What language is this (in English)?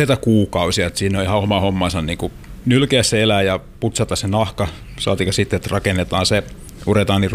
Finnish